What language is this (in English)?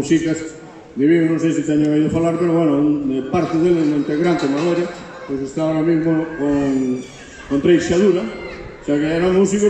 Galician